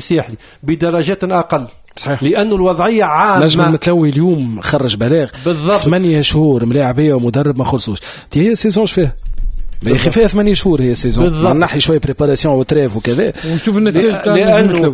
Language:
Tunisian Arabic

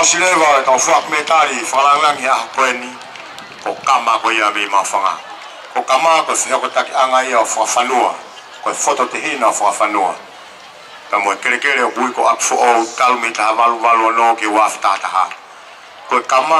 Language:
Tongan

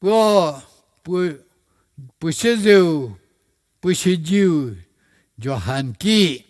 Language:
Angami Naga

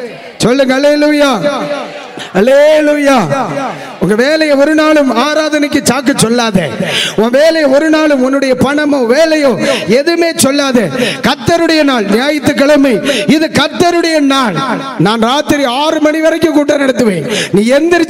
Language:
Tamil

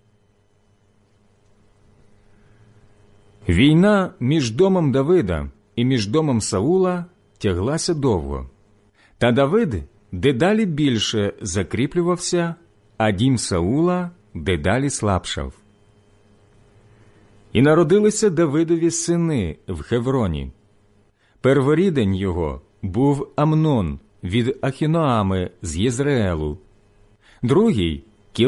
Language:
Ukrainian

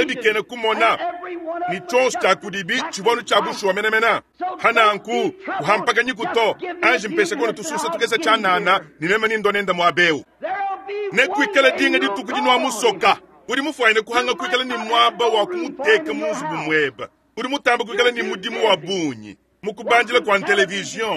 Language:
Luba-Lulua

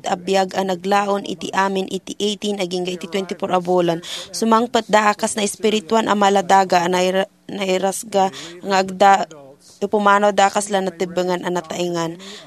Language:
Iloko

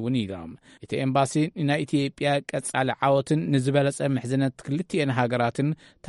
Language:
Tigrinya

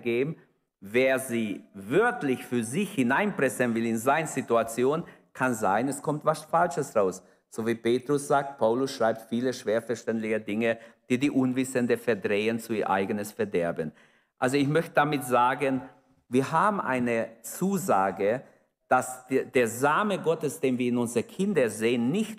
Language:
German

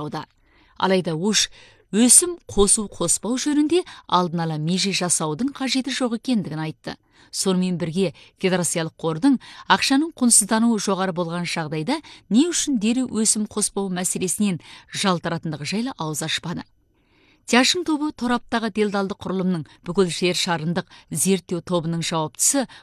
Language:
Kazakh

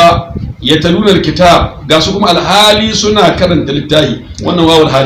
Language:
Hausa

